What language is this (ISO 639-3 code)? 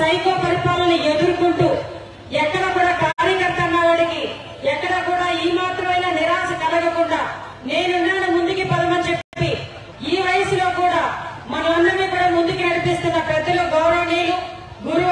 tel